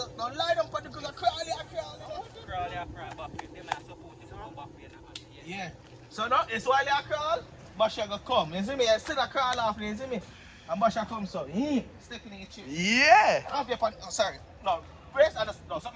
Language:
Jamaican Creole English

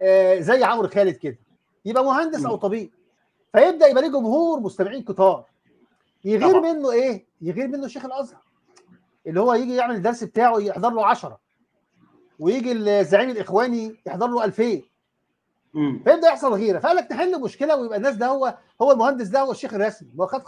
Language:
Egyptian Arabic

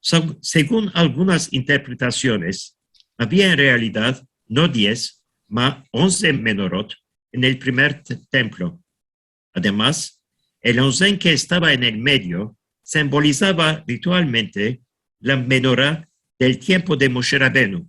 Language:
Ladino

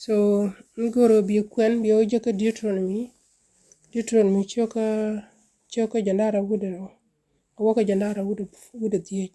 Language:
Nuer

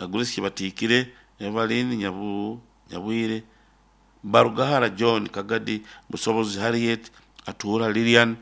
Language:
Nyoro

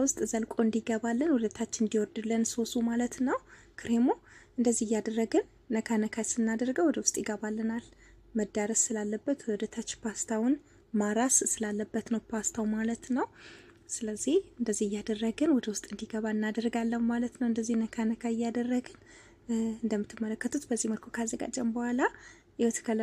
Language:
Amharic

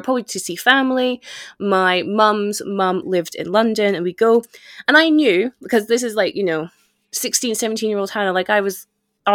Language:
English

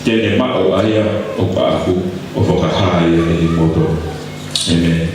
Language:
Tongan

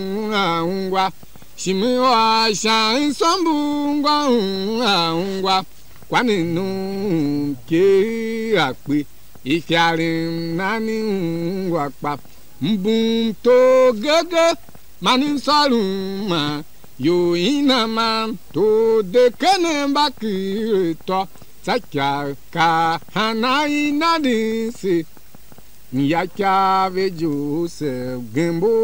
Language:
Tiv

